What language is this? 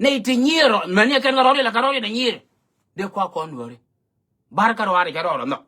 Nuer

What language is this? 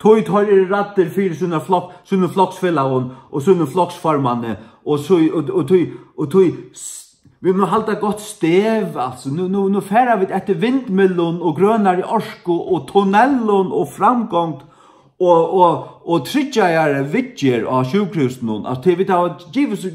Faroese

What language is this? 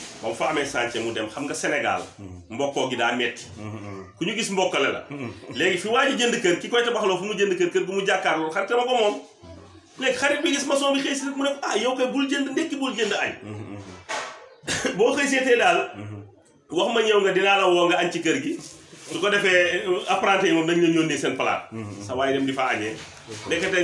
Wolof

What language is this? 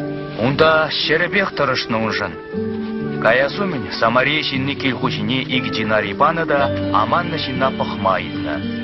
Chuvash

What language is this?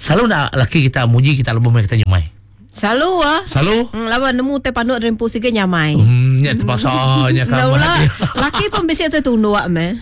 Iban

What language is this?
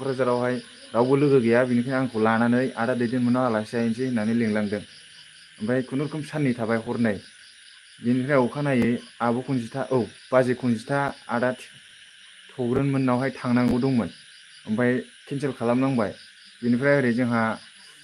Bodo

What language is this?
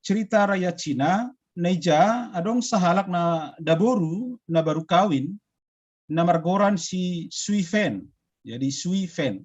Batak Simalungun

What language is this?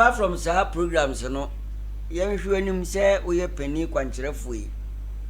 Akan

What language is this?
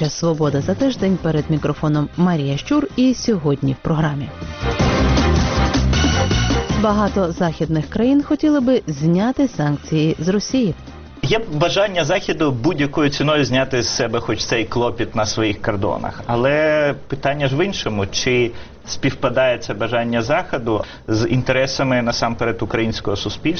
Ukrainian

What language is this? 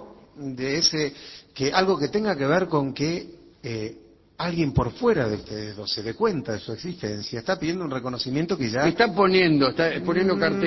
Spanish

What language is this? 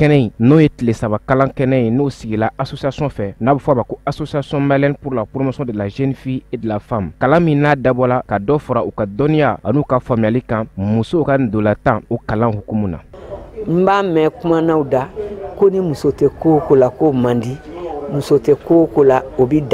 Bambara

